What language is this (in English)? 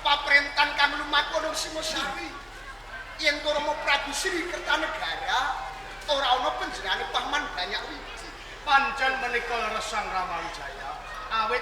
Javanese